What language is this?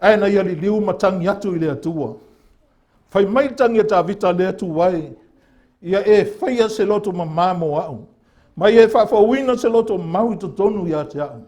Samoan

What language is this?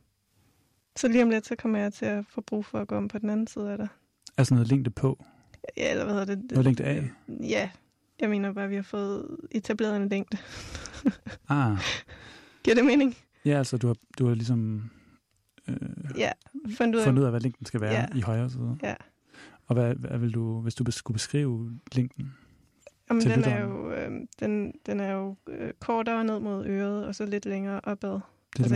Danish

